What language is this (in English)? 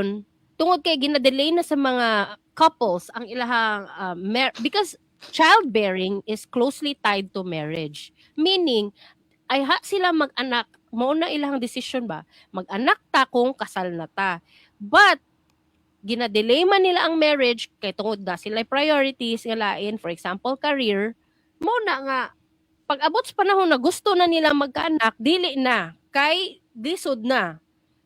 Cebuano